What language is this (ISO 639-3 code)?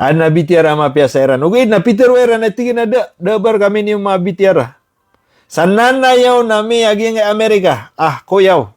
mrw